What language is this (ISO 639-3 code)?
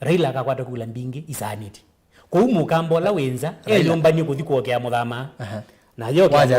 kam